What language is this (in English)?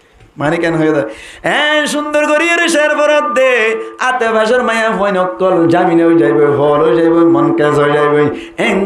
Rohingya